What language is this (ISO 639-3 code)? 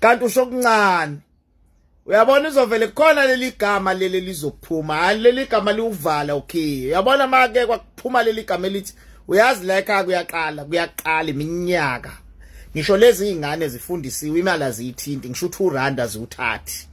zul